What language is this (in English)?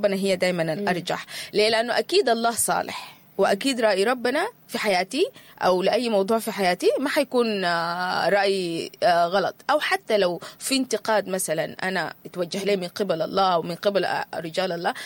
Sudanese Arabic